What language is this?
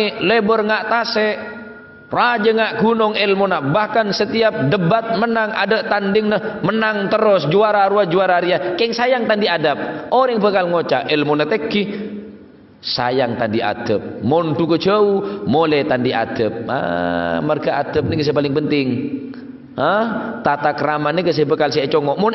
Madurese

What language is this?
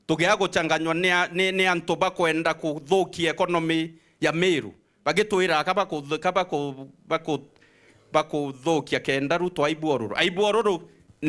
Meru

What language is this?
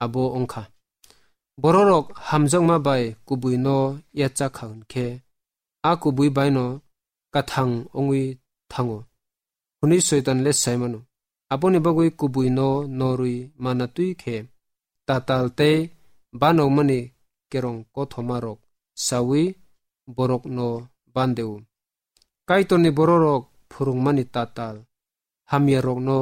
Kok Borok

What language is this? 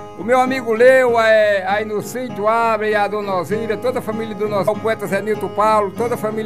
Portuguese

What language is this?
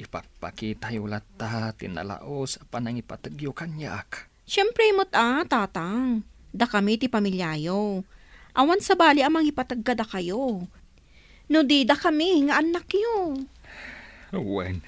Iloko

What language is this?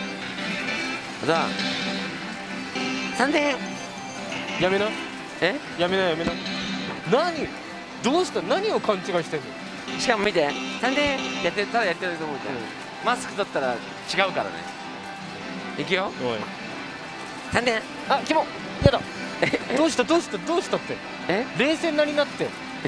Japanese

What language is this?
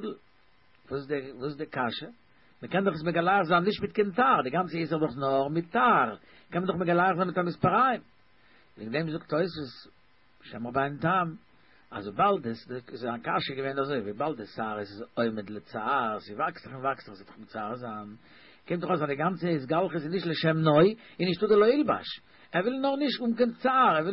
Yiddish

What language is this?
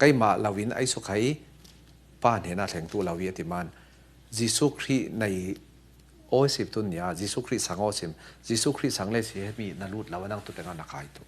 Falam Chin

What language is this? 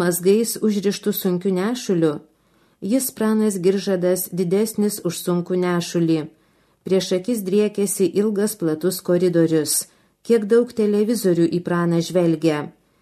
Lithuanian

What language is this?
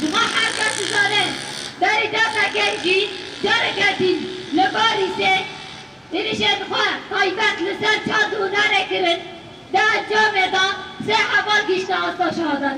Kurdish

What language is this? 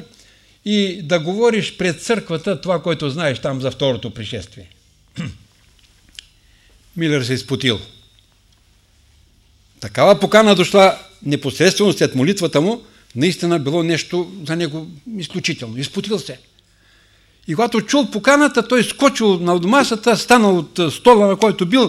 Bulgarian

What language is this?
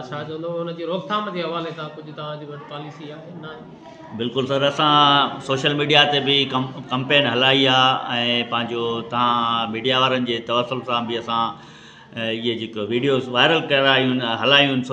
Sindhi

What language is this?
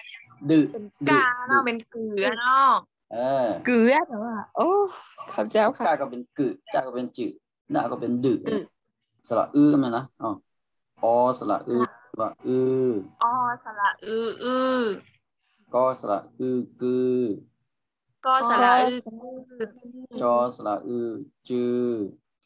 Shan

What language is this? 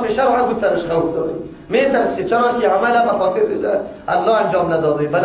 Persian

